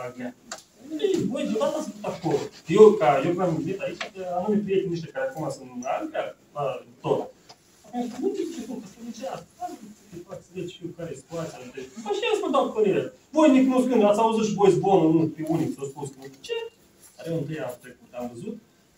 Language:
Romanian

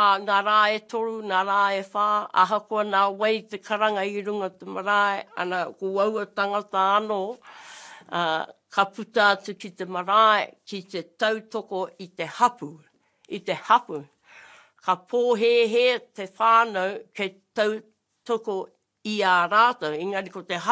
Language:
Māori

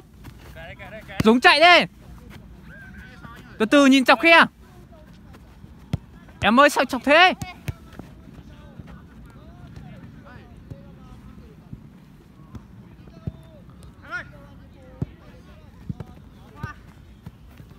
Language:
Vietnamese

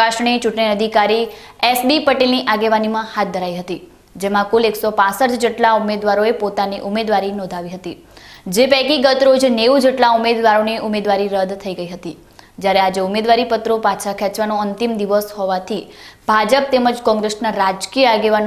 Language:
Gujarati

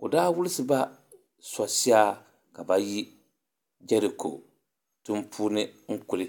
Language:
Dagbani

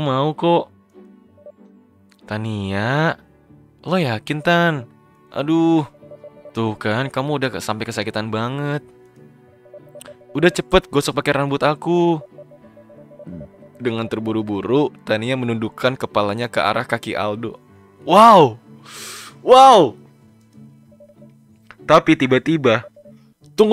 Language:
Indonesian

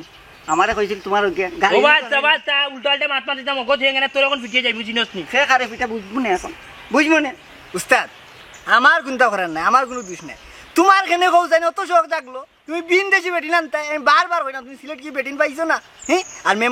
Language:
Sylheti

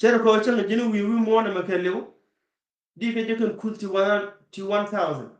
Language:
Nuer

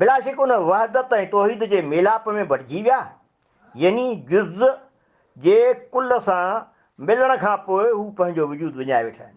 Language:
Sindhi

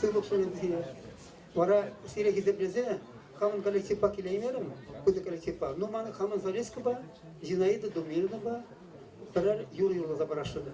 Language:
Chuvash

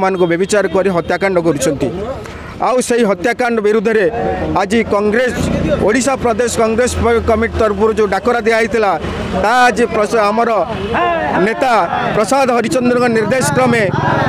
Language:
Odia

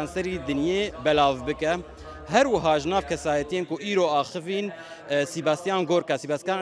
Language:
Kurdish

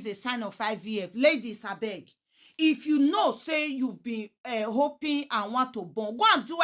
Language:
Nigerian Pidgin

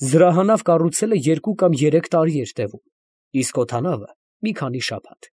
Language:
Armenian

